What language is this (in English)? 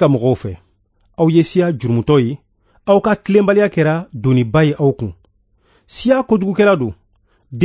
Bambara